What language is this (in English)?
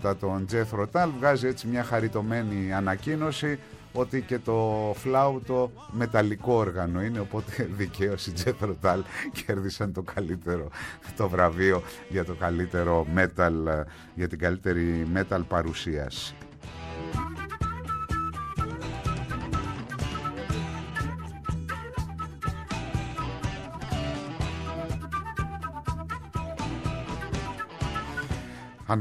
Greek